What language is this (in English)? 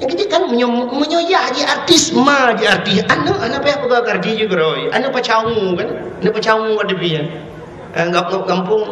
Achinese